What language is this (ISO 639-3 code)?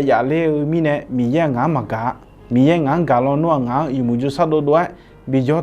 ahk